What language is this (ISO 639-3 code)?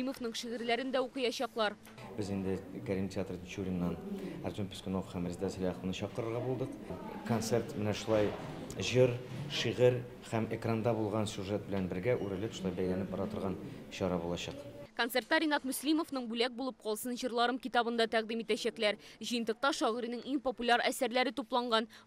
tat